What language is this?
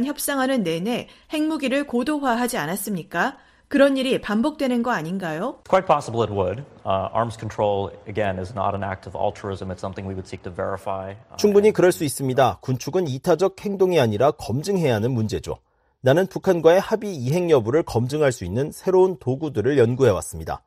Korean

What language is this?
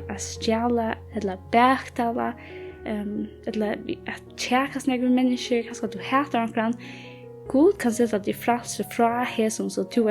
Faroese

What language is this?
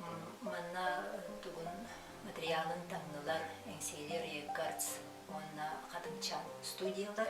Yakut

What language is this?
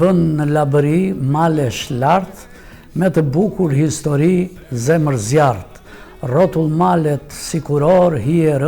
Albanian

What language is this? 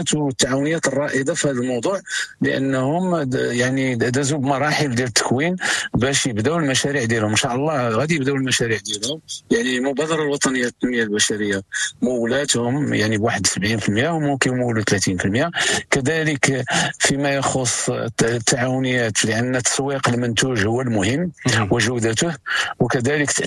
Moroccan Arabic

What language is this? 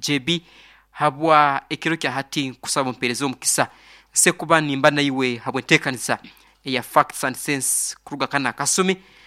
Nyoro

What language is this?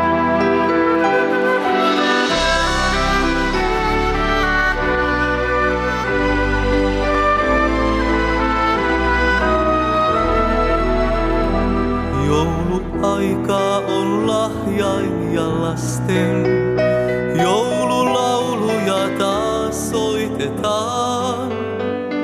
Finnish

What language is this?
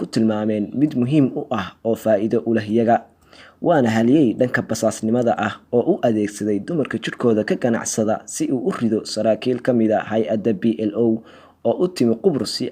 Somali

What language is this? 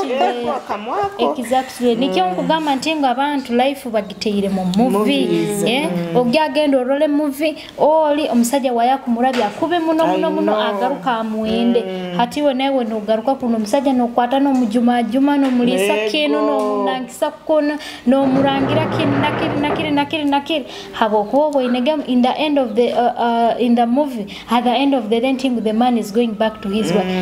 Tooro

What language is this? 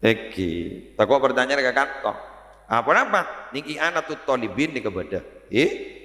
Madurese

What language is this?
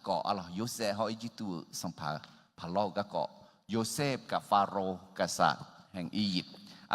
Akha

